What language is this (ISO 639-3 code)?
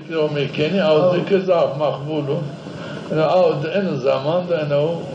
zza